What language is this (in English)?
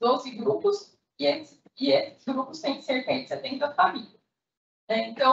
Portuguese